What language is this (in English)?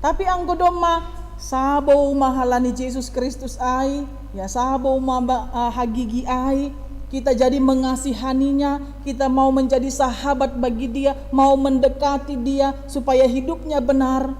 Batak Simalungun